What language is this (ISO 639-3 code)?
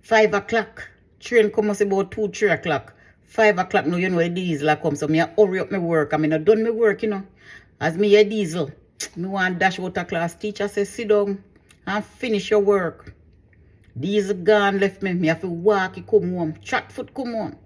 jam